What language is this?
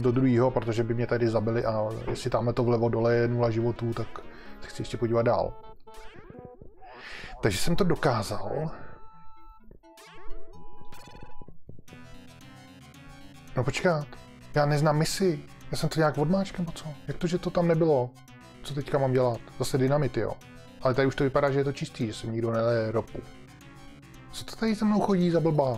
Czech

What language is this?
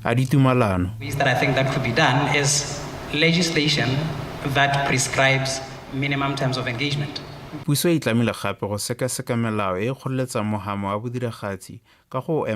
Tswana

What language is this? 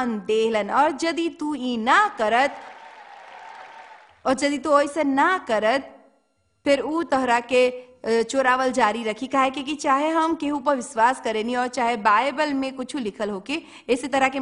Bhojpuri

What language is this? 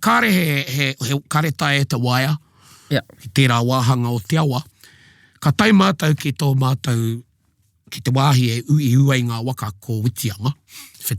Māori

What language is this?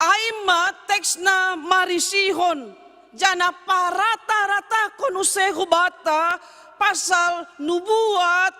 Batak Simalungun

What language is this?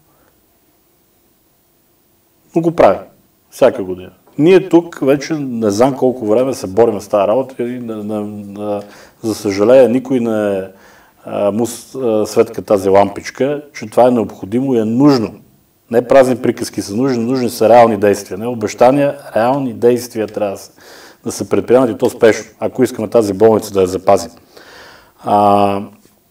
Bulgarian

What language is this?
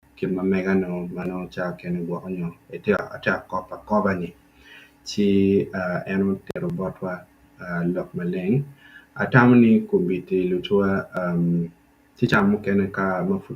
Acoli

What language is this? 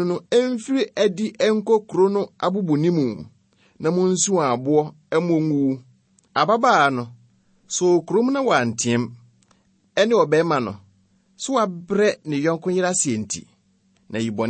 Akan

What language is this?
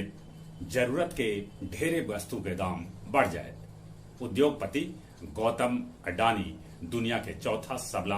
Magahi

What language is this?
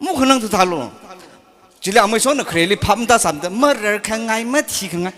Tangkhul Naga (India)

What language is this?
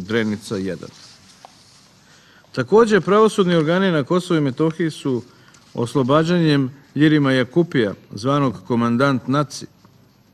Serbian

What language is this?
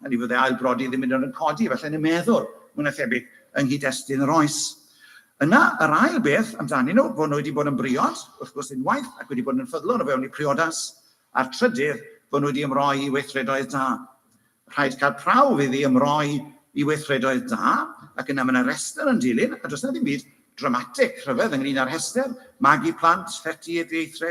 Welsh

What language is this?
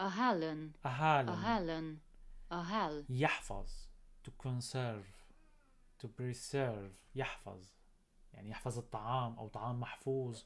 North Levantine Arabic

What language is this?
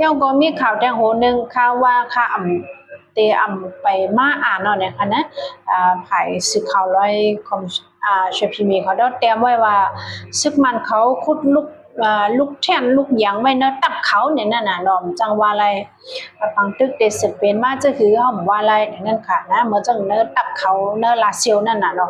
Shan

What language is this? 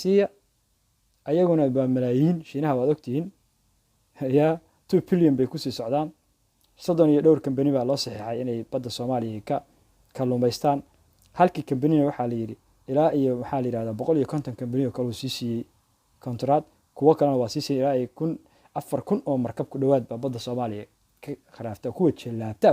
Somali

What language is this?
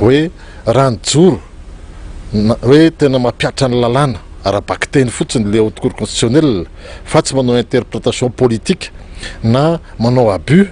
Malagasy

